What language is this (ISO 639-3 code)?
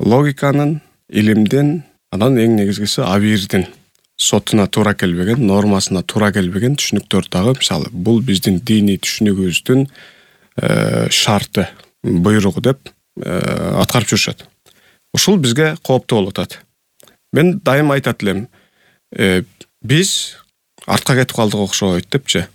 kir